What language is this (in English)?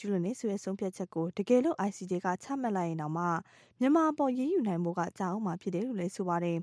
Burmese